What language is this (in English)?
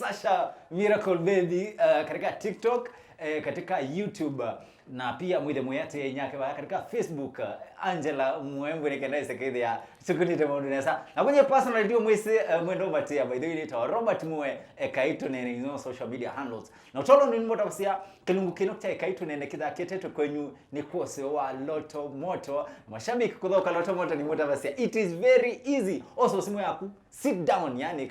Kamba